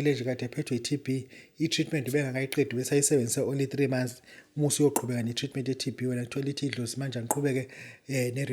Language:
Zulu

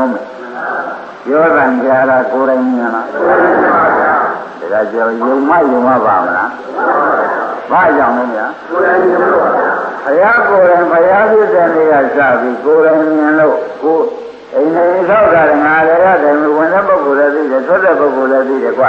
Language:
Burmese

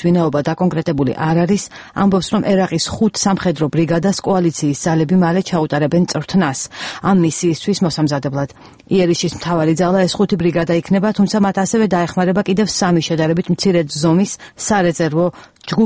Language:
Georgian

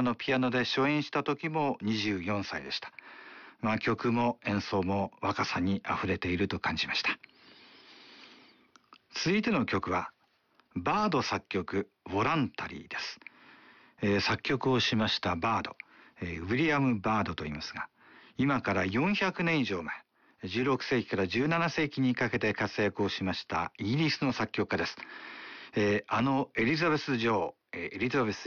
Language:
Japanese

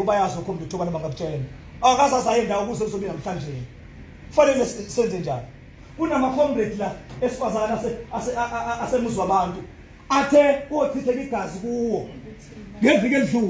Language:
Zulu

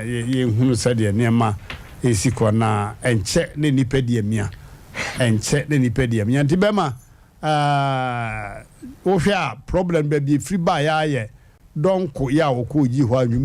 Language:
Akan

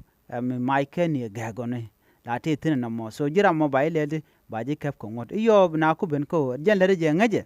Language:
Nuer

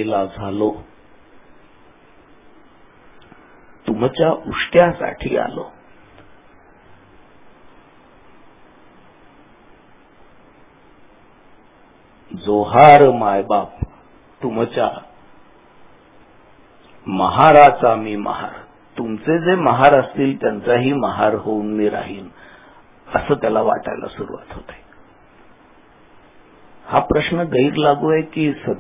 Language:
Marathi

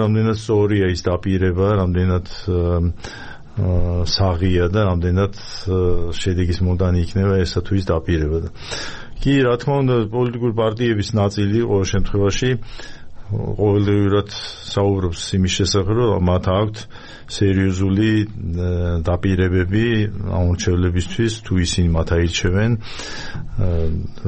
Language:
Georgian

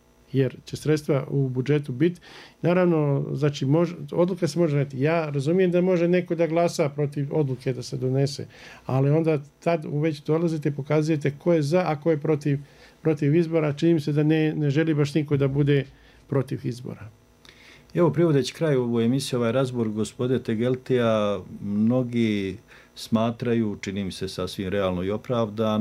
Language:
Bosnian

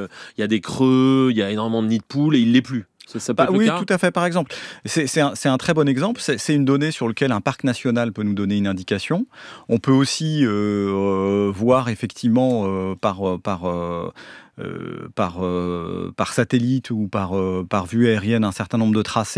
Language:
French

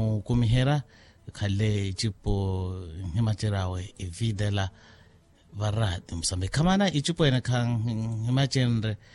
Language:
Makhuwa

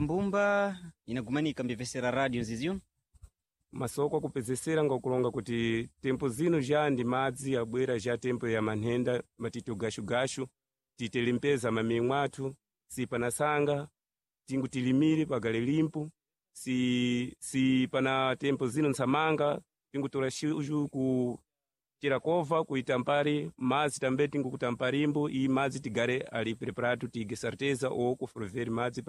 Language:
Sena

